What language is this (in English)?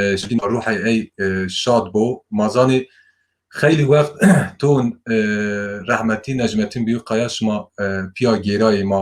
Zaza